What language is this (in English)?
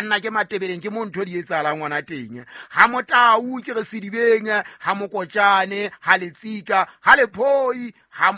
Southern Sotho